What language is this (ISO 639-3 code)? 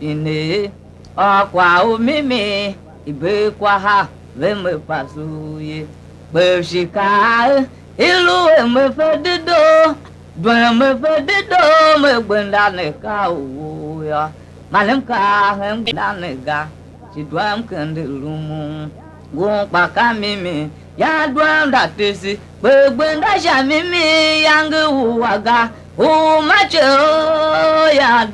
tiv